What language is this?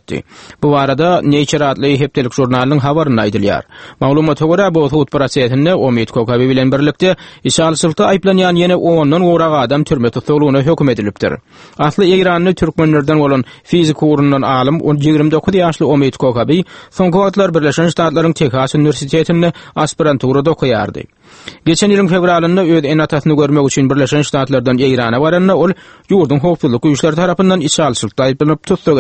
Turkmen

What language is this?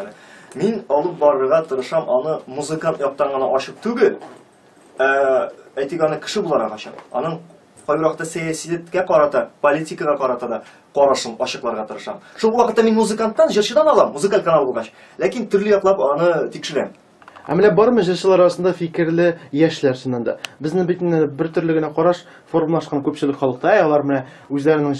Tatar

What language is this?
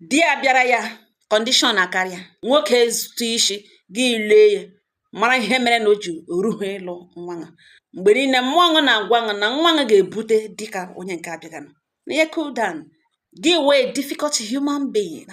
Igbo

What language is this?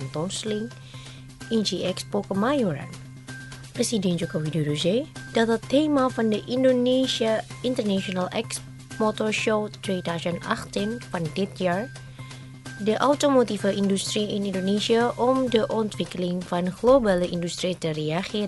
Dutch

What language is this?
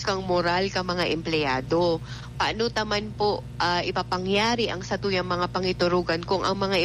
Bikol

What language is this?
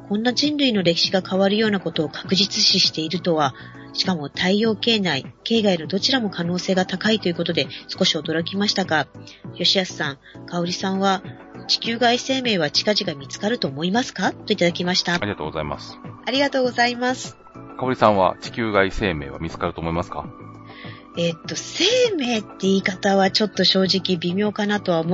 Japanese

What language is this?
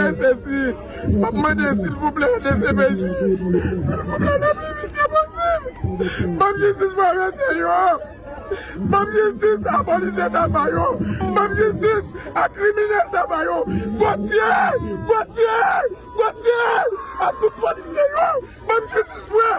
Haitian Creole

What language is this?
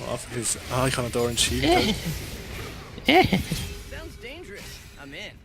Swiss German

